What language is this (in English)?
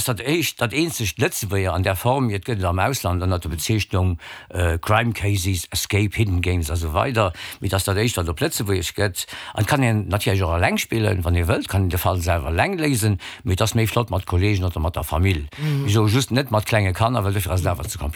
Luxembourgish